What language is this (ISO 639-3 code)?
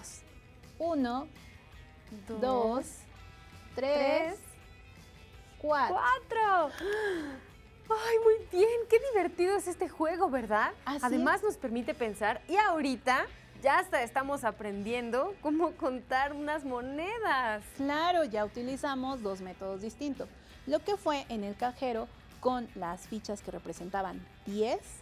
spa